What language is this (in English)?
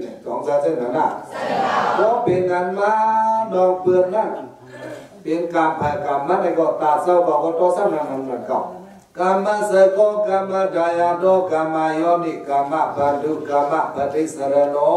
Shan